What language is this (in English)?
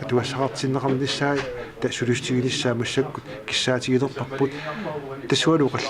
Kalaallisut